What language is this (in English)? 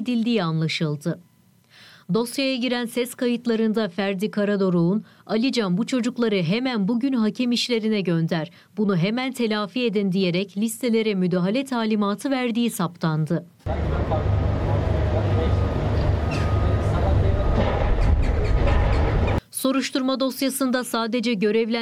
Turkish